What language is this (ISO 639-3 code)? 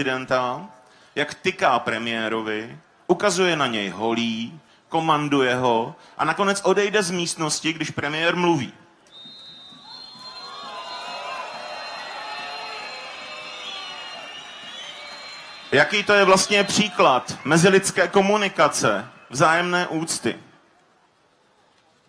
ces